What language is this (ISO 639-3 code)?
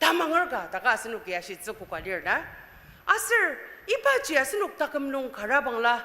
njo